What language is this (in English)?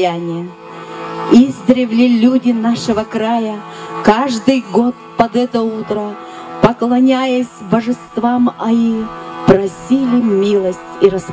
Yakut